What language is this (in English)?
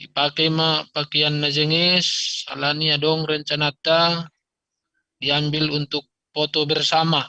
Batak Simalungun